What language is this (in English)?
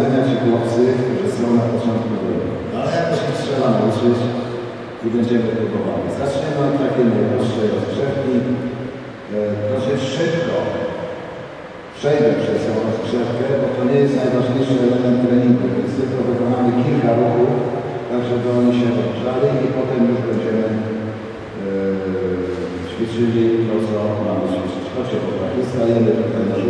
Polish